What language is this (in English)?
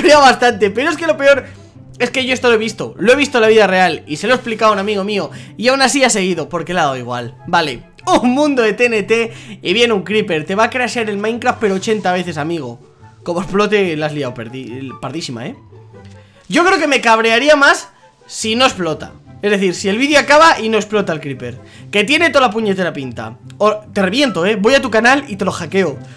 Spanish